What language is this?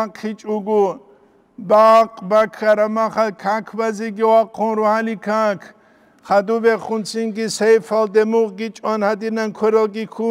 Avaric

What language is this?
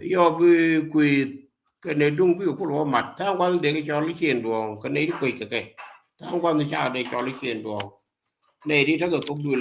Nuer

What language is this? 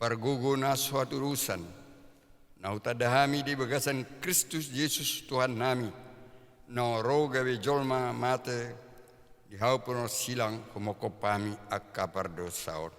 Batak Toba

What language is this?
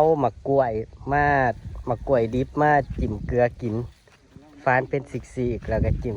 Northeastern Thai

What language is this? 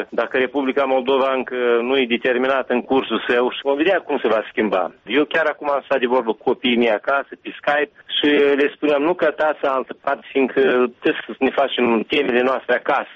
Romanian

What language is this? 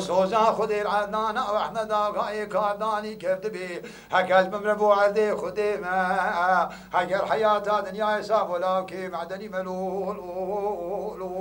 Kurdish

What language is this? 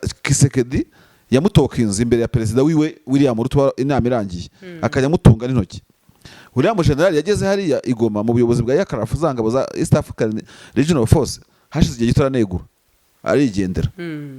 Kinyarwanda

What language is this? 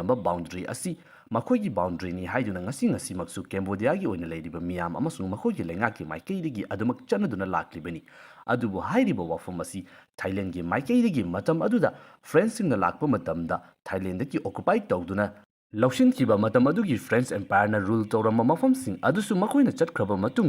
Manipuri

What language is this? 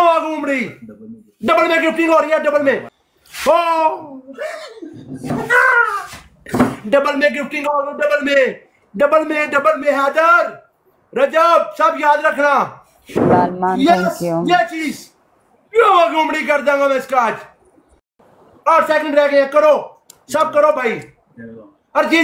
Hindi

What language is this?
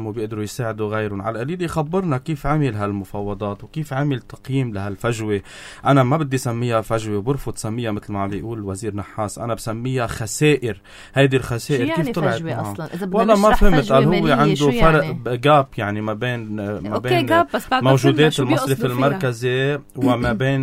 North Levantine Arabic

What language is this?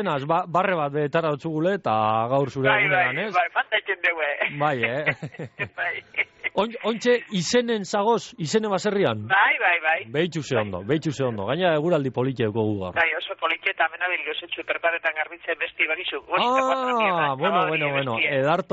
Basque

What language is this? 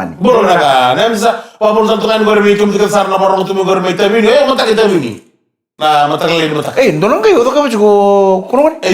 Fijian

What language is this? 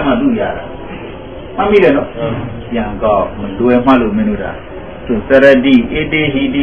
Burmese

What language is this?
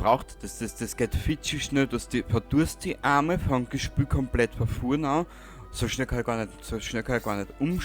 Bavarian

